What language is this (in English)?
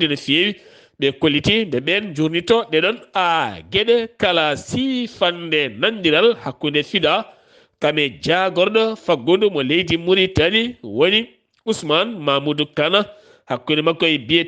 Fula